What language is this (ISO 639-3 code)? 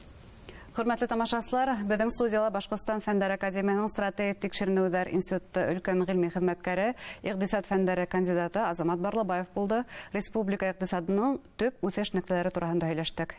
bak